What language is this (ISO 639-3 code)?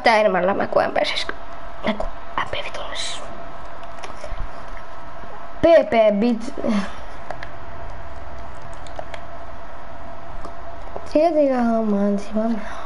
fin